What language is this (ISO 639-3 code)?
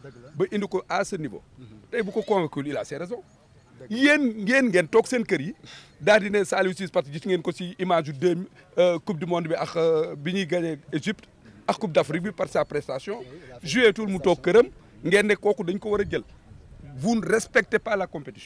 wol